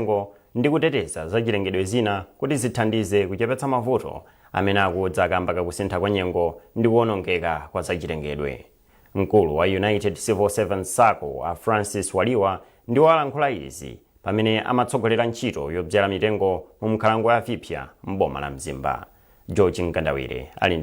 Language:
Nyanja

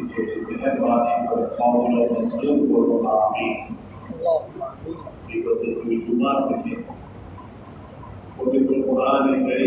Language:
Bangla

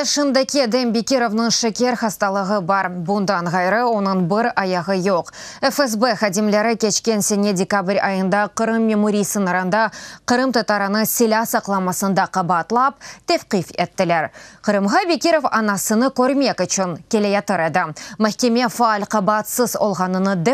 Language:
Crimean Tatar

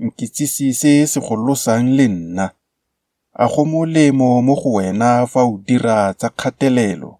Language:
Tswana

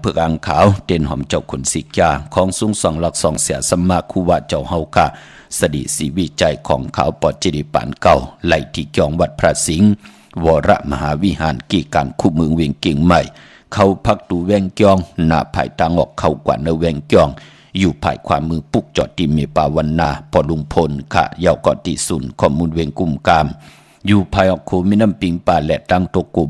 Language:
Shan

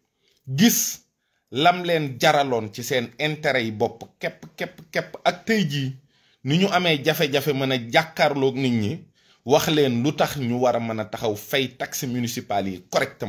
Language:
Wolof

